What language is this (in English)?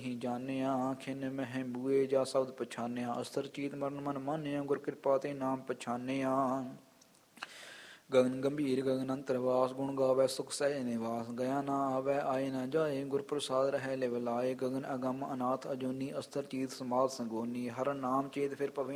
Punjabi